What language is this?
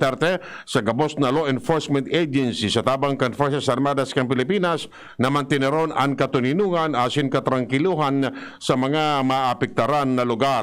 Bikol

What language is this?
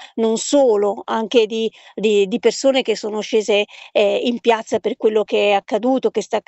Italian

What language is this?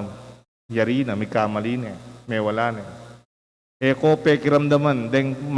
Pampanga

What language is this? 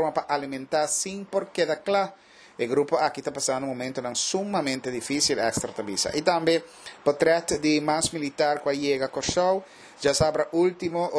Papiamento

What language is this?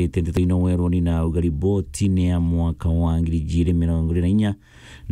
Meru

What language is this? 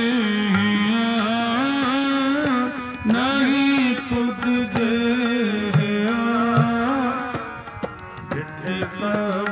Punjabi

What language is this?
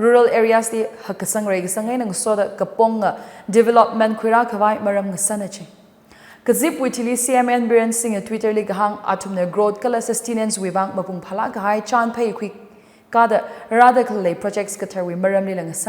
Tangkhul Naga (India)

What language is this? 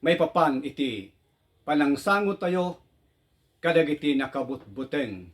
Iloko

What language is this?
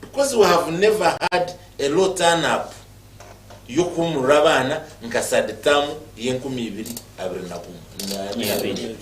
Nyankole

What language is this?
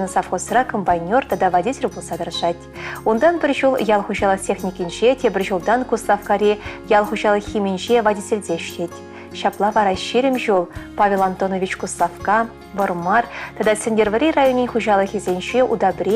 Chuvash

